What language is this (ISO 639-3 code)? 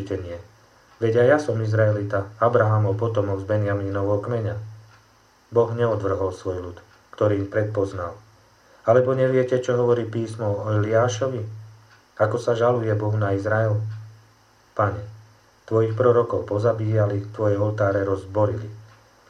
slk